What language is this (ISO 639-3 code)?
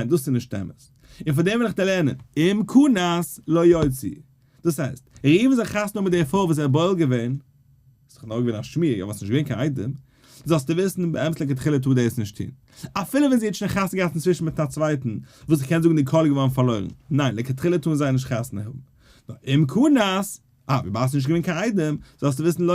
yid